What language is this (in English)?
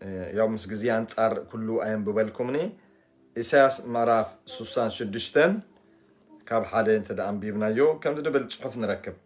Tigrinya